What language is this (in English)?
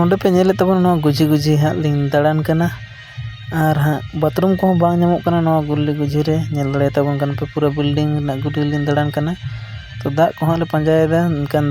Santali